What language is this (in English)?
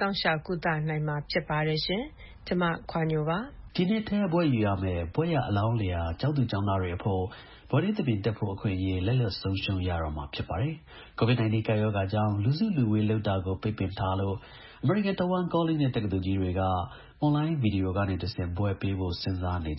Burmese